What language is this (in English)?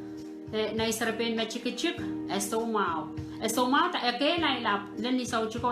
Pohnpeian